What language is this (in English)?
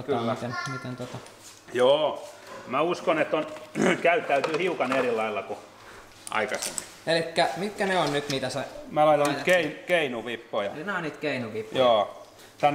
Finnish